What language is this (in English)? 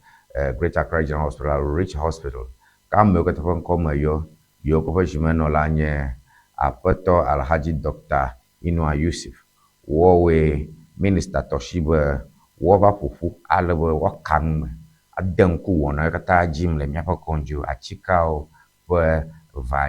Ewe